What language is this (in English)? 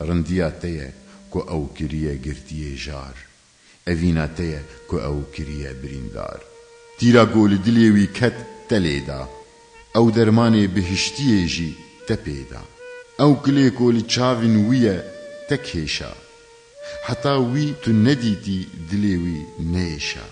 Kurdish